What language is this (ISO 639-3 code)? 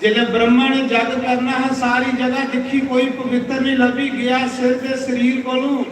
doi